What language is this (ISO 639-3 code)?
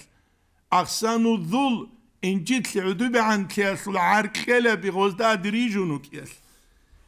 ava